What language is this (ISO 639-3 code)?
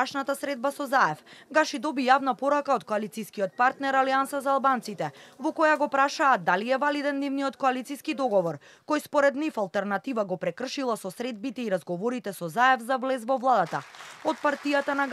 mkd